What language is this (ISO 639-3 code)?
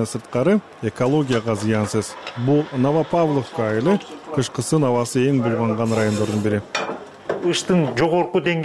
kir